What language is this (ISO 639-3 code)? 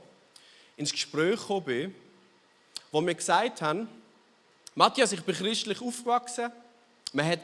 gsw